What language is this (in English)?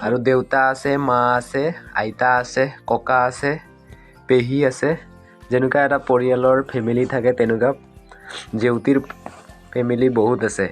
Assamese